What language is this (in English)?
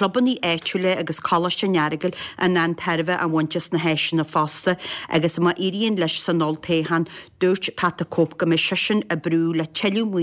Irish